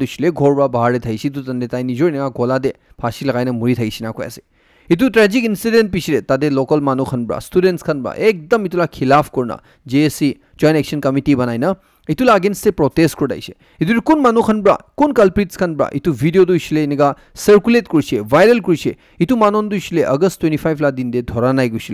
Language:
Naga Pidgin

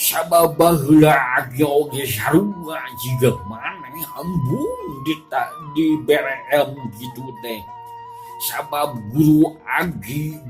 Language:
Sundanese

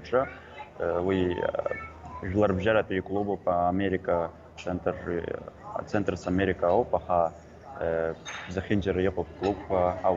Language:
Abkhazian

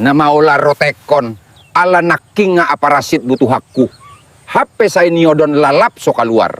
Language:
Batak Toba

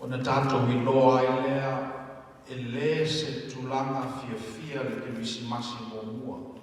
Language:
Samoan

